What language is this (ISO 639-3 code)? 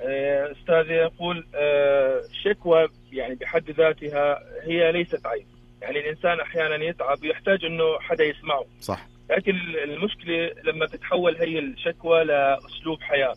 ars